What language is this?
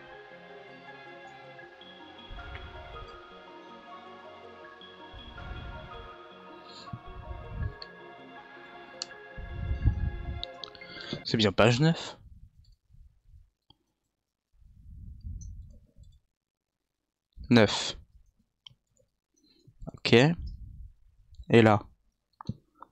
French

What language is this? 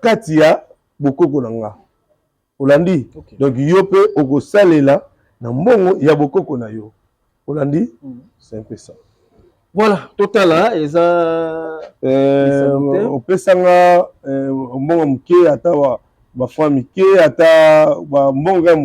Lingala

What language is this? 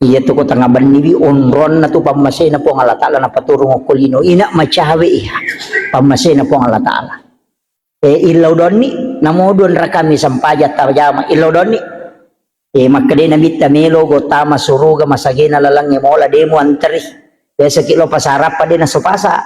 Buginese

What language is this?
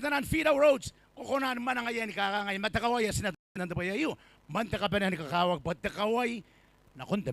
Gilbertese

